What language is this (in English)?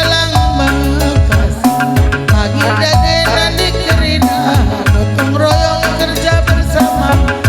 Batak Karo